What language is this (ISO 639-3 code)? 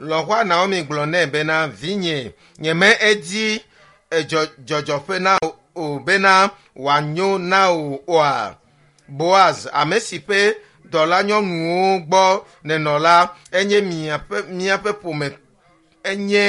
ewe